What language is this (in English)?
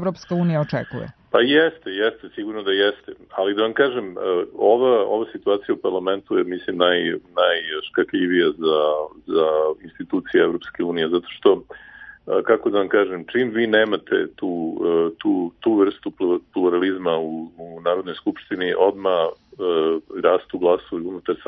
Serbian